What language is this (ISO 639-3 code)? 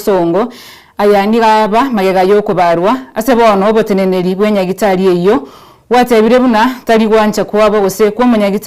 guz